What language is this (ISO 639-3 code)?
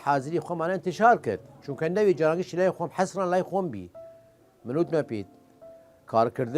sdh